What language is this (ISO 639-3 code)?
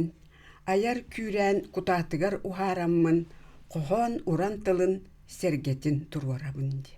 sah